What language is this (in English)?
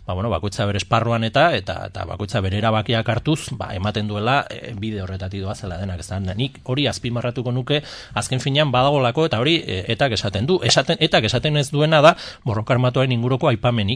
Basque